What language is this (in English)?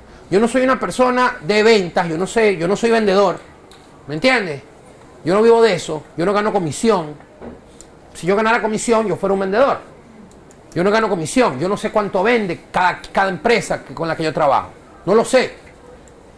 Spanish